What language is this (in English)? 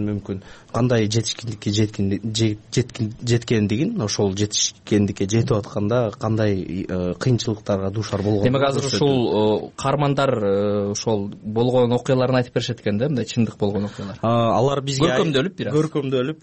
Kyrgyz